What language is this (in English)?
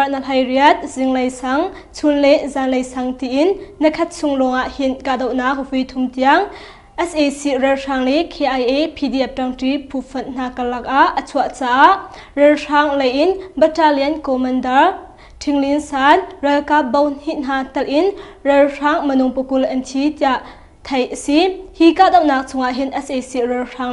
Hakha Chin